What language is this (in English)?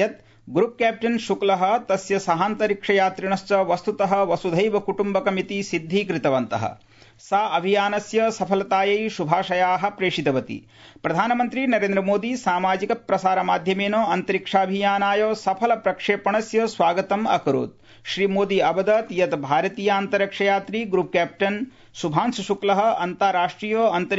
Sanskrit